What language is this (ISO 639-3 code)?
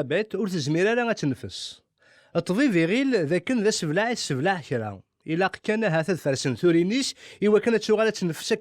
kab